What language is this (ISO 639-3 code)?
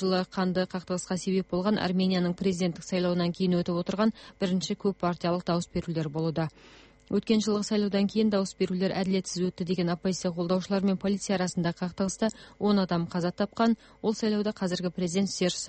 kaz